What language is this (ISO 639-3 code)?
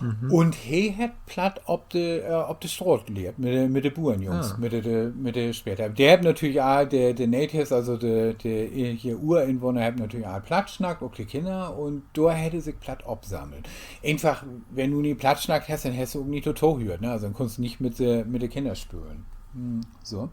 nds